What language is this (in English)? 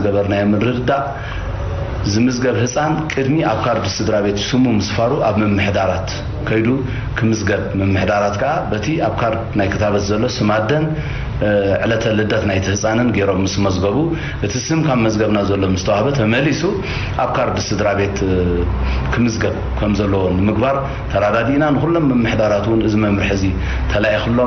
Tigrinya